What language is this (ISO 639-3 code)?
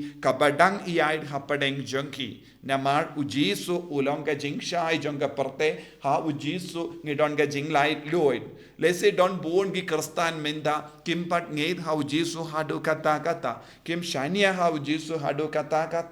kha